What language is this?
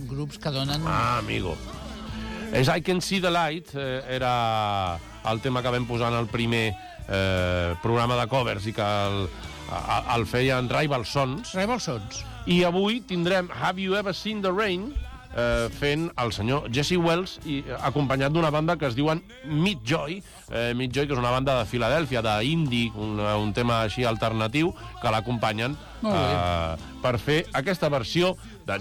Catalan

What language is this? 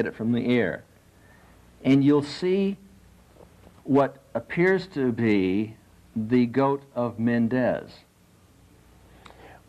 English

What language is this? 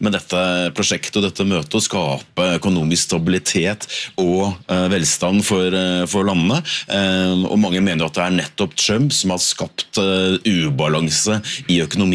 Norwegian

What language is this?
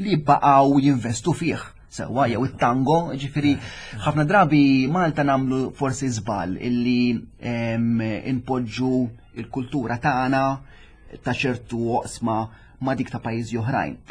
Maltese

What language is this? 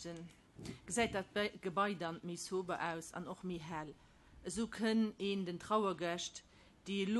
Luxembourgish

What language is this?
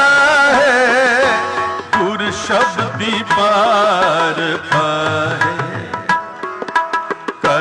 Punjabi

